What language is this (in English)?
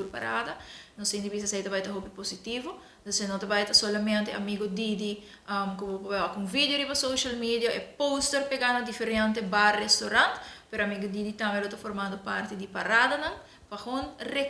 Papiamento